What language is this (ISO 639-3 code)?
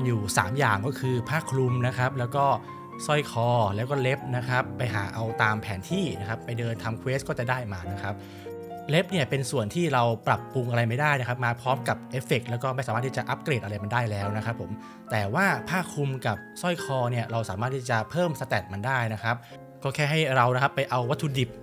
tha